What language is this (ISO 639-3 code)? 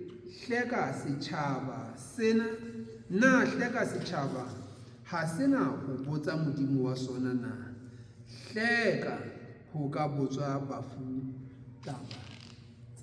sot